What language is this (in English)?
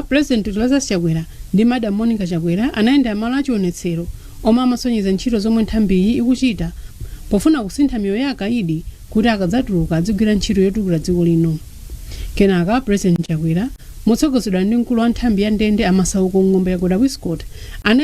Nyanja